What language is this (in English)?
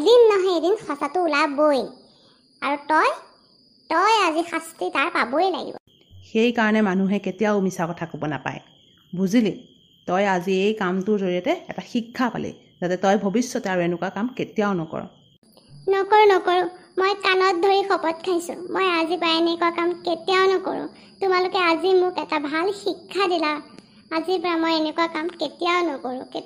Assamese